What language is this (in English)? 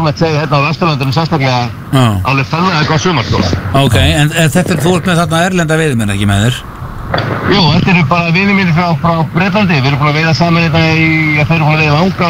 Icelandic